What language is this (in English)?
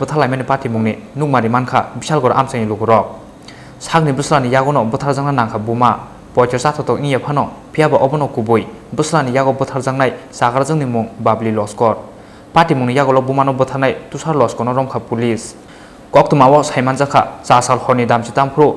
Kok Borok